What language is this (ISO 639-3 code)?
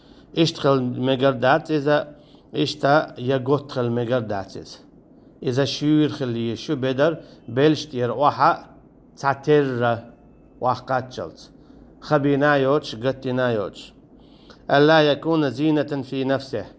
che